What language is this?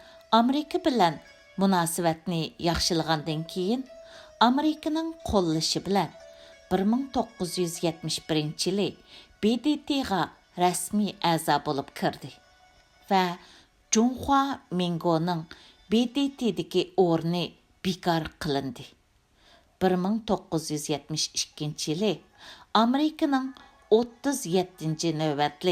Uyghur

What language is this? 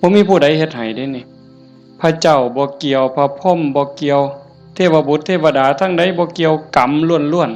Northeastern Thai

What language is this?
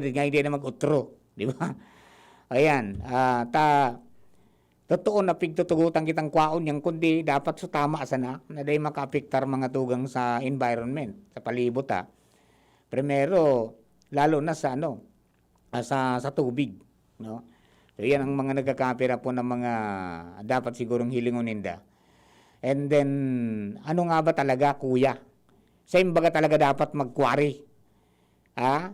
Bikol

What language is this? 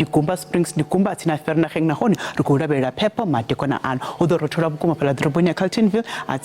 Venda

